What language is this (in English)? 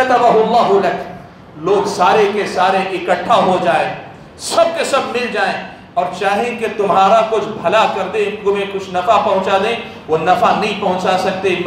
Urdu